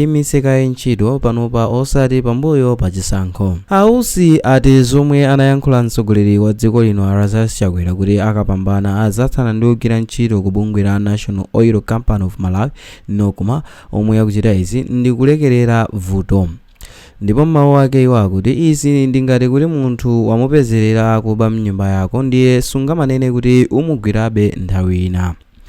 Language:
Nyanja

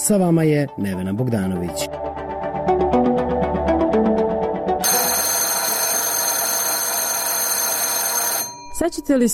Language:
Serbian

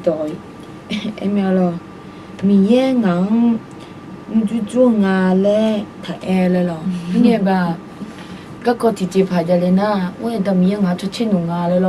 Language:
Akha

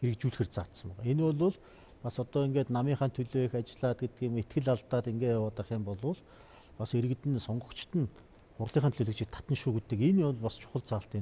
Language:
Mongolian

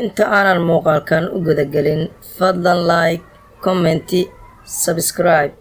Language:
Somali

